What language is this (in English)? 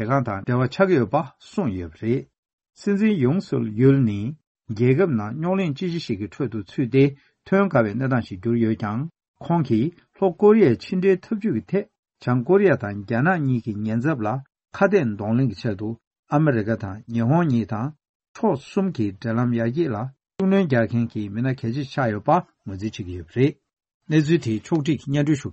Tibetan